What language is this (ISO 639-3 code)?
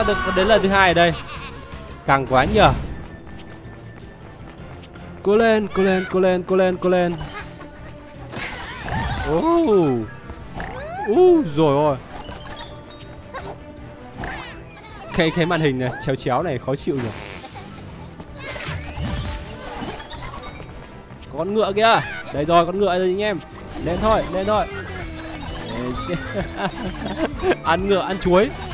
vie